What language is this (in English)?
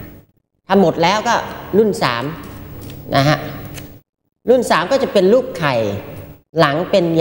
Thai